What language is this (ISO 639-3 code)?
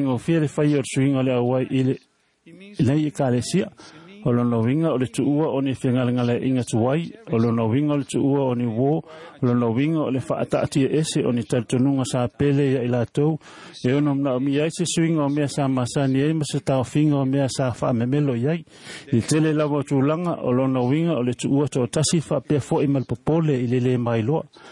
smo